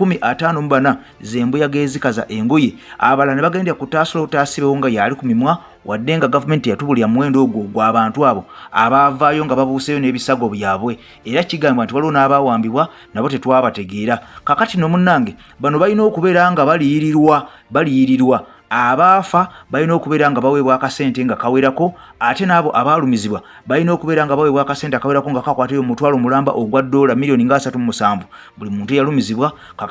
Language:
Ganda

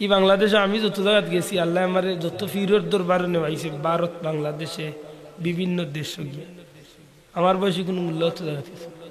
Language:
Sylheti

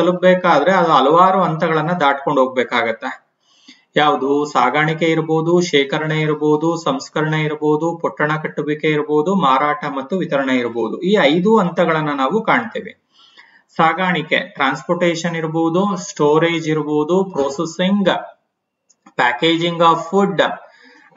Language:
Kannada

